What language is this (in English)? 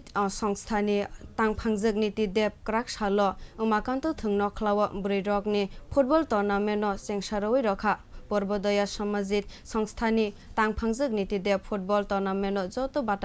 Kok Borok